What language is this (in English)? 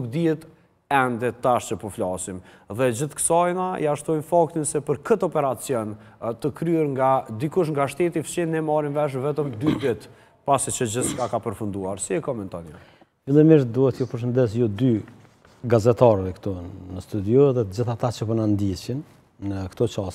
Albanian